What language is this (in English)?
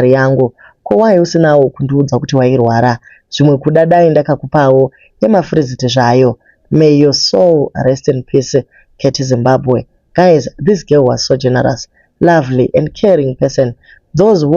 Shona